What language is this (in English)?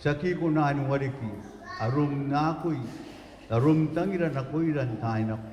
Gilbertese